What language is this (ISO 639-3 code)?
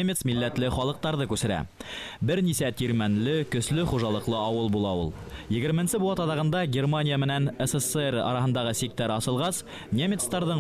bak